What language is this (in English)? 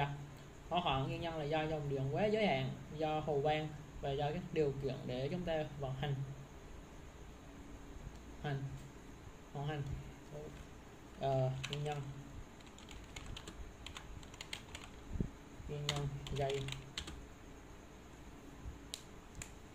Vietnamese